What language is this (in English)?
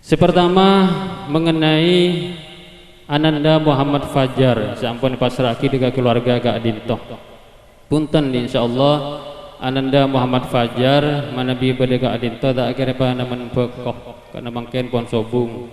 Madurese